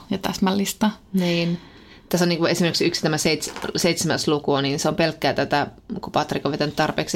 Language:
Finnish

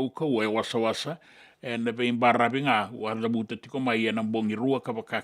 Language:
Fijian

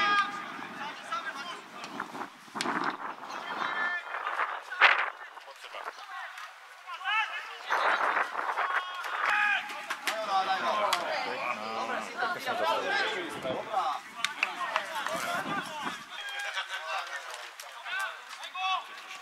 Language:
Slovak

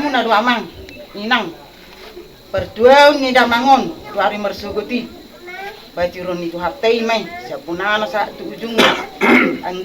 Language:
Batak Toba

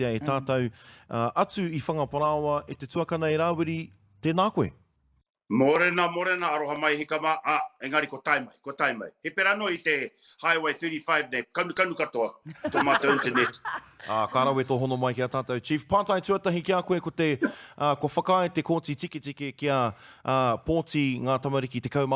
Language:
Māori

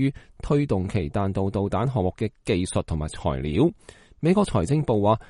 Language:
Cantonese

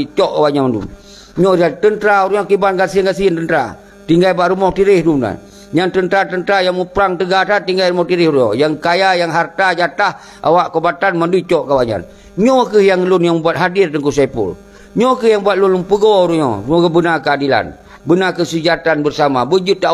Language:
Achinese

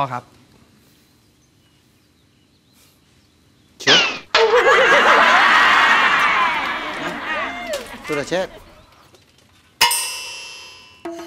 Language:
Thai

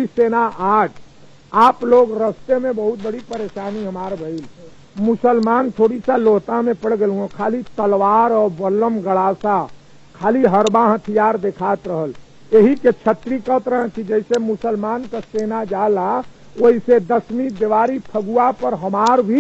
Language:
Bhojpuri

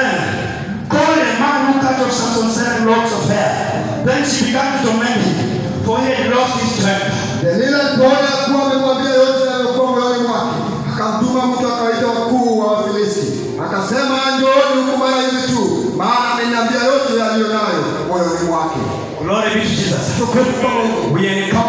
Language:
Swahili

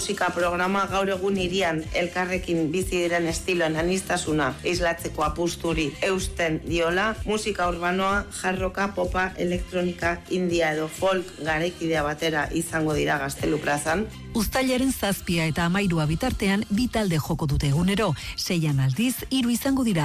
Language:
Basque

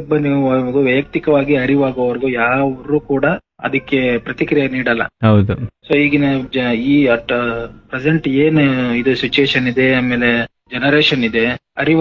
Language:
Kannada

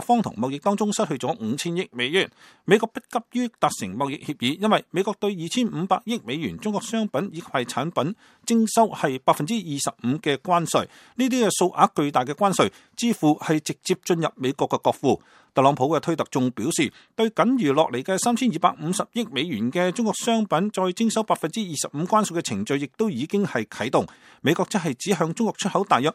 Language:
Cantonese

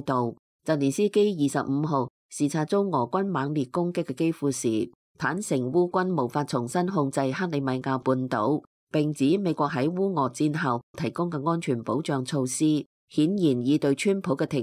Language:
Cantonese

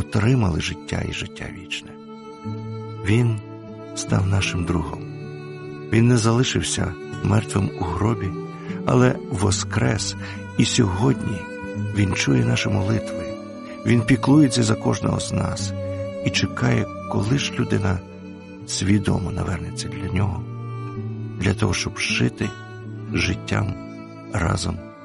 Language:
Ukrainian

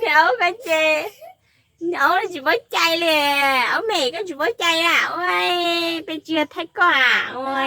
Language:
Hmong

